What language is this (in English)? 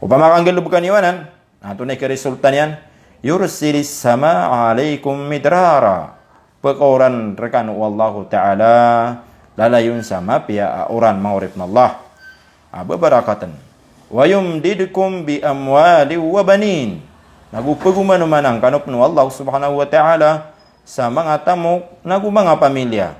Maranao